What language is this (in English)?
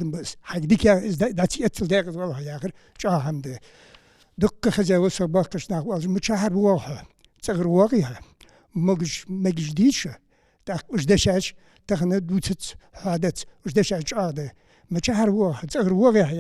Ingush